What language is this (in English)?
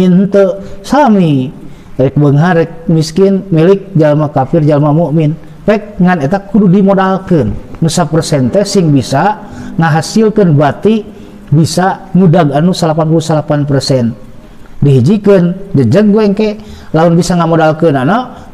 Sundanese